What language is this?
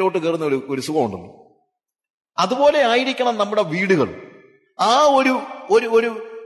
Malayalam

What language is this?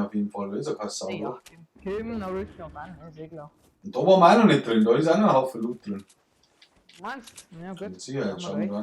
Bavarian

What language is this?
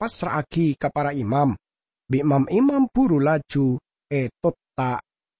Madurese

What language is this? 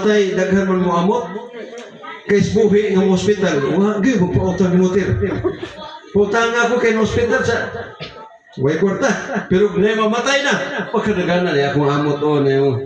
Cebuano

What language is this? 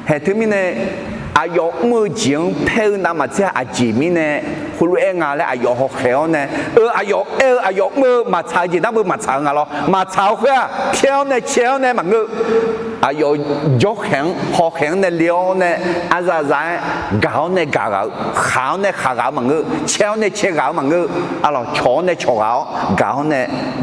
Akha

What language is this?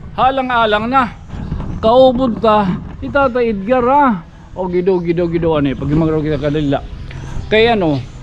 Waray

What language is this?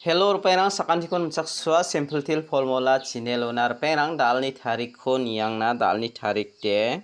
Garo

